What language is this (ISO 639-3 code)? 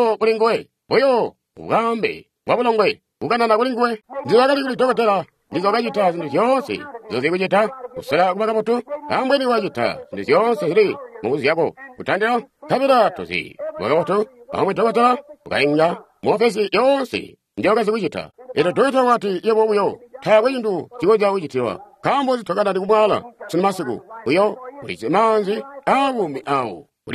toi